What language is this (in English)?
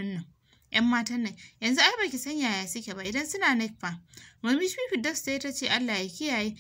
Hausa